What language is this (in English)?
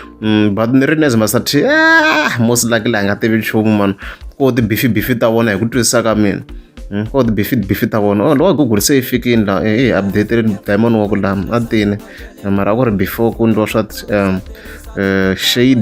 Tsonga